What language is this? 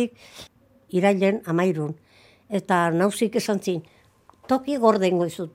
Basque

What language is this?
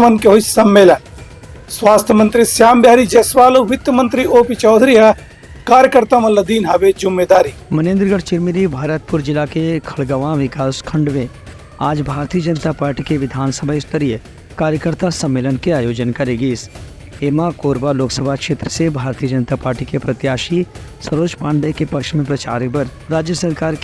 Chhattisgarhi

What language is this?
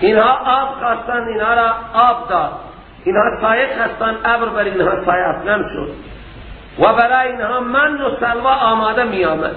Persian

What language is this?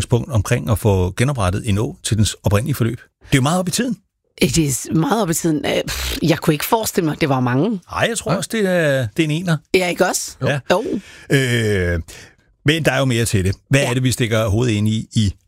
Danish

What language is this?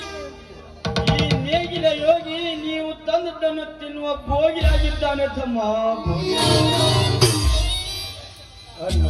Kannada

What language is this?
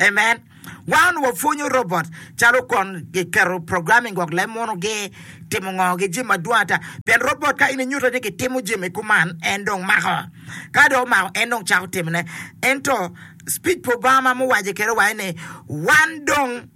Acoli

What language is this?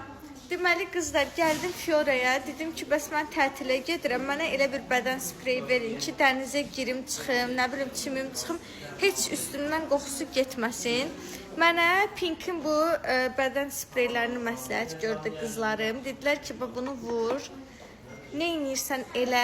Azerbaijani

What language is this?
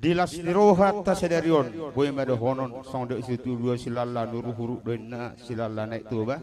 Batak Toba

